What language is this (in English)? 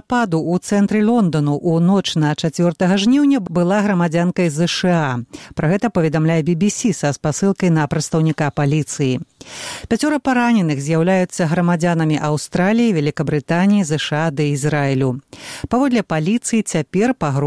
Belarusian